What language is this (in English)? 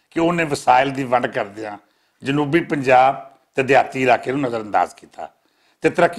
Western Panjabi